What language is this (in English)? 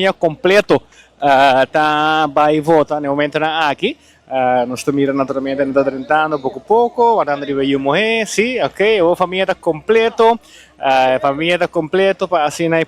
Papiamento